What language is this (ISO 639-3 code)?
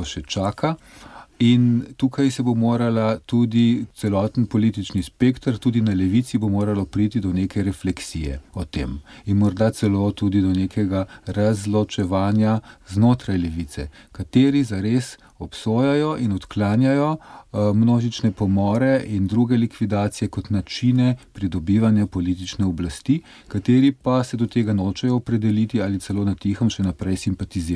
slv